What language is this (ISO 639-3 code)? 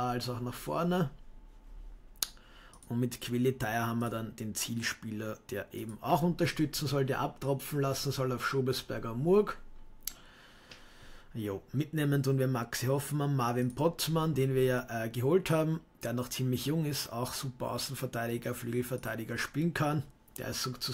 deu